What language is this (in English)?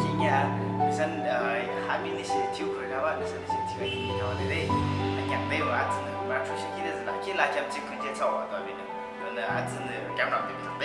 Yimchungru Naga